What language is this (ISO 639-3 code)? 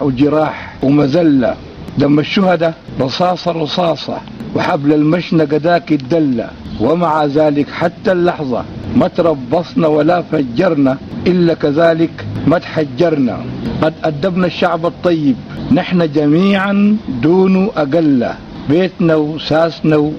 apd